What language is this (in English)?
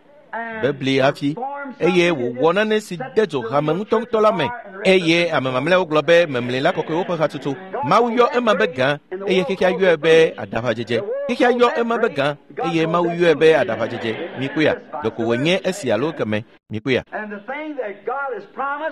Ewe